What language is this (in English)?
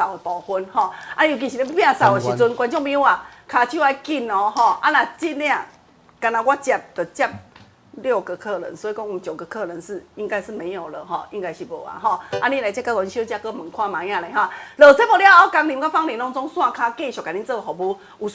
Min Nan Chinese